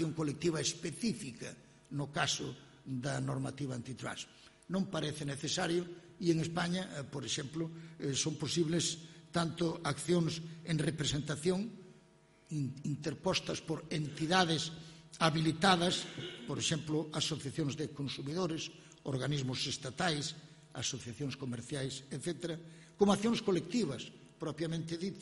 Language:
Galician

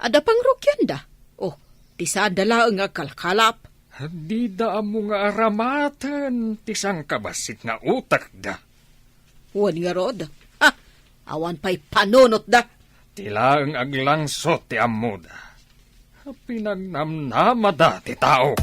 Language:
Iloko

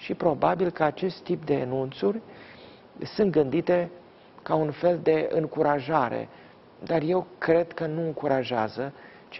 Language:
Romanian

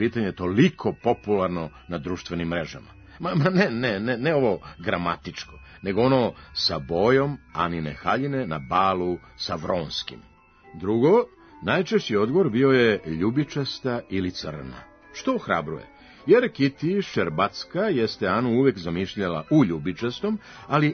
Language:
Serbian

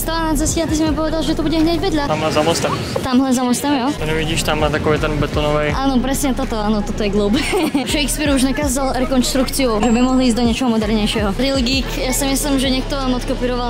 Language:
Slovak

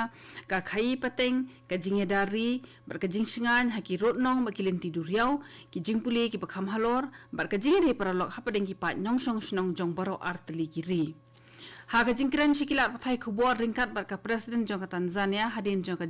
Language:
Khasi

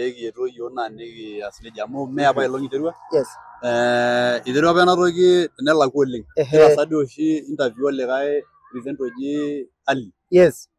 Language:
Masai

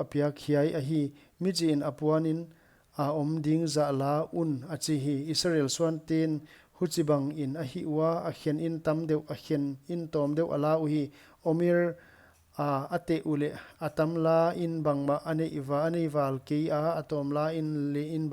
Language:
Paite Chin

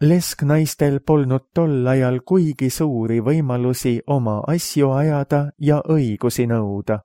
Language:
Estonian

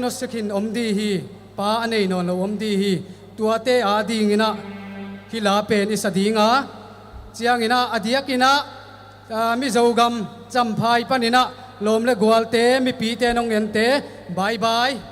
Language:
Paite Chin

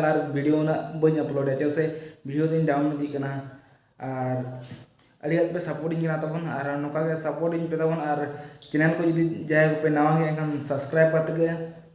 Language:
Santali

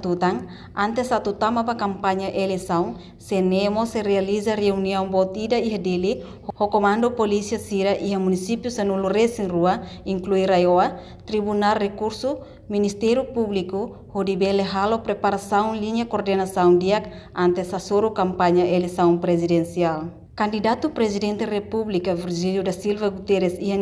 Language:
Tetum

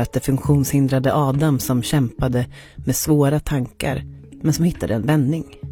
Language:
Swedish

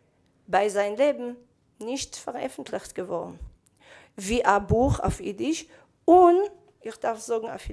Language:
Yiddish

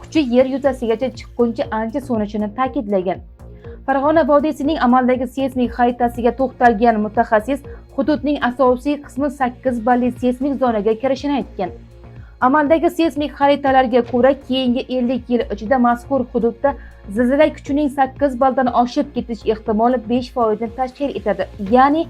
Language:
Uzbek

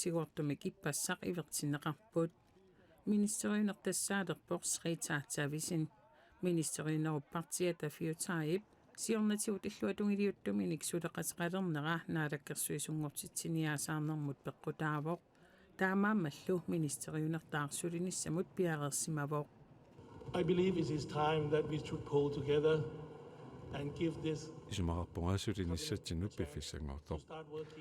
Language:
Kalaallisut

